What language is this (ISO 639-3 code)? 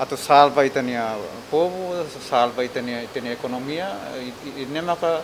tet